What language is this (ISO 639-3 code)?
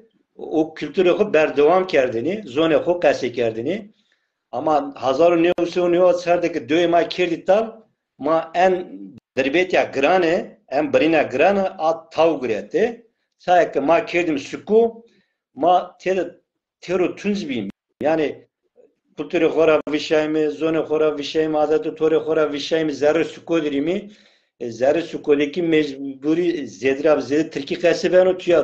zza